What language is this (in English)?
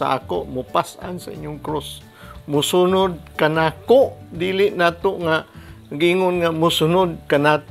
Cebuano